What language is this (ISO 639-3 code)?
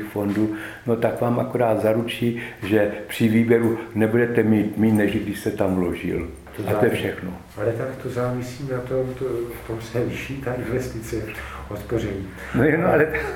ces